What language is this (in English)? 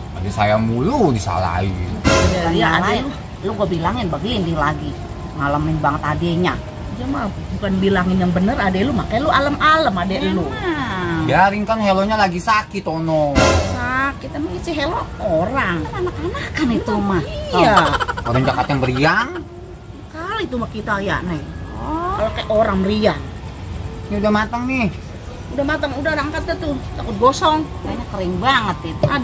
Betawi